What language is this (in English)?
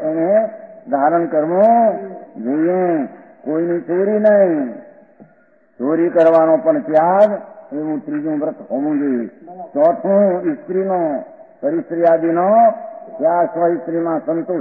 Gujarati